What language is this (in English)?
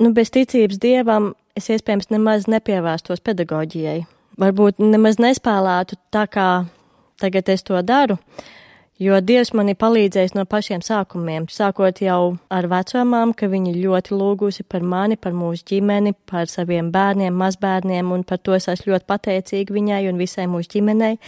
Latvian